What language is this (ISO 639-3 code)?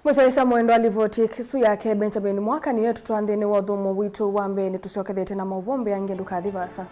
kam